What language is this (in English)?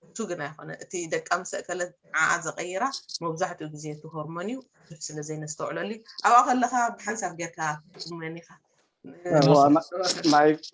Tigrinya